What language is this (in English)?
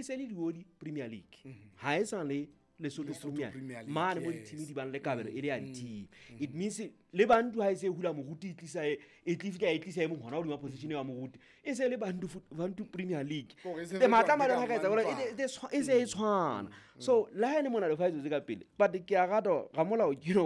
Southern Sotho